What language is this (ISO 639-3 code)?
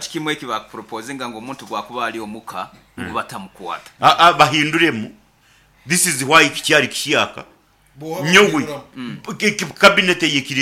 nyo